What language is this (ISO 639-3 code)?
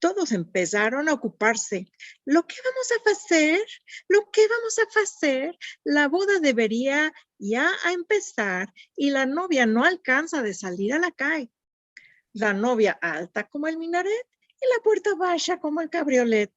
lad